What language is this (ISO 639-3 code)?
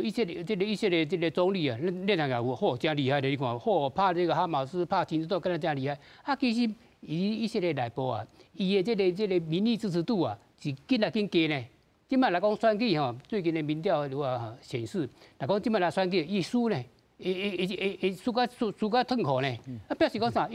nan